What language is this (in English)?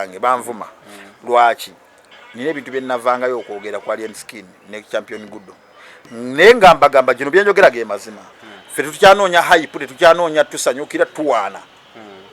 Ganda